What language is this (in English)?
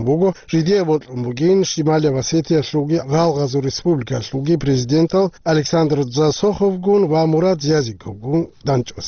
Avaric